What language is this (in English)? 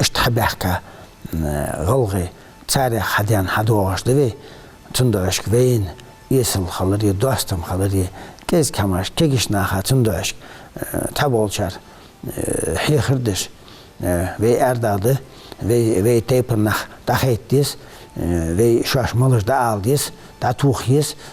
Ingush